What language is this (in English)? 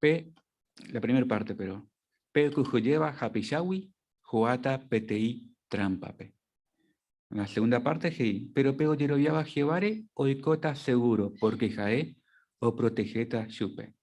Guarani